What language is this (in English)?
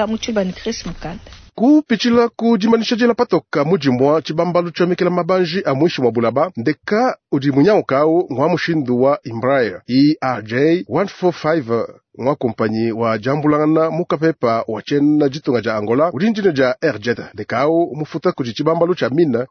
Luba-Lulua